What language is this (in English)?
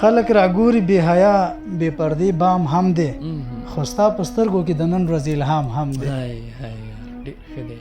Pashto